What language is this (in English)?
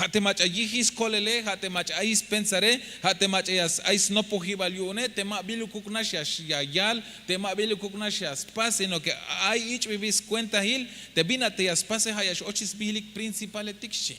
Tzeltal